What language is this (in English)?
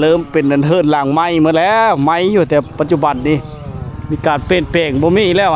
Lao